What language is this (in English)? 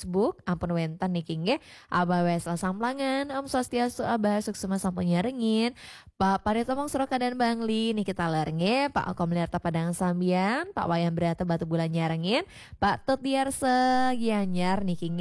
Balinese